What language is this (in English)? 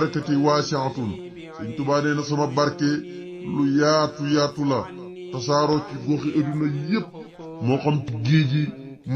Wolof